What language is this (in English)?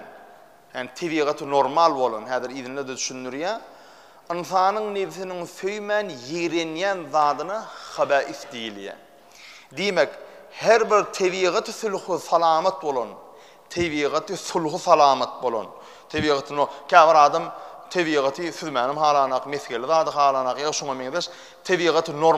Turkmen